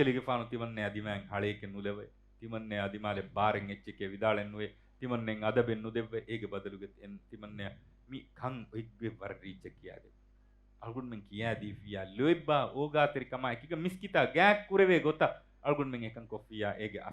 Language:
Divehi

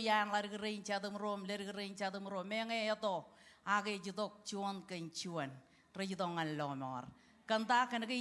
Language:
Marshallese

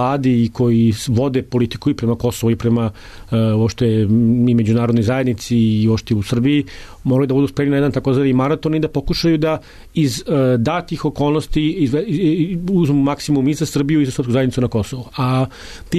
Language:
Serbian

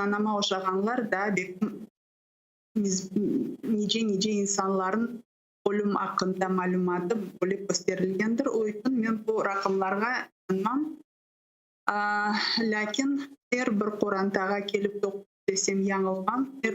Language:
Crimean Tatar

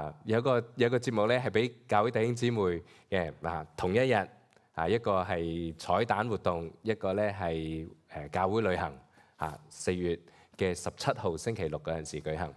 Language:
Cantonese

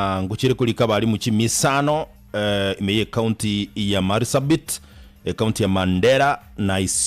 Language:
Gusii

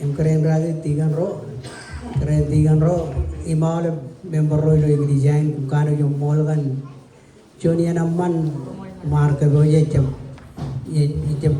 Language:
Marshallese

